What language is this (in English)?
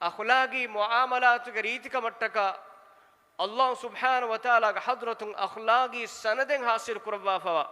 Divehi